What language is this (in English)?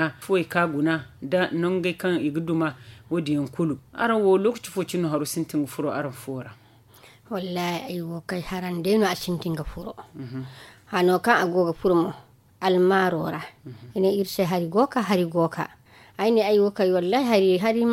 Zarma